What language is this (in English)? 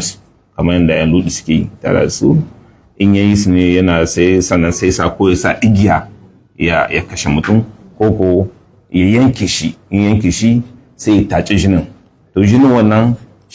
Hausa